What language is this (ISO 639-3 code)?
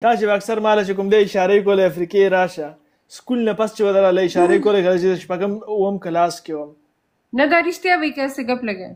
pus